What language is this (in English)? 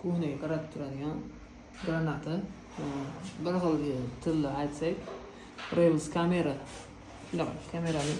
Uzbek